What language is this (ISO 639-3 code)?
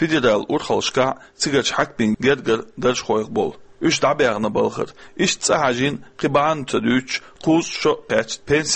che